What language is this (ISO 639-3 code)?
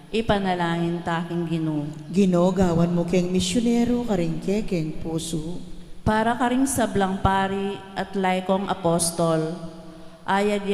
pam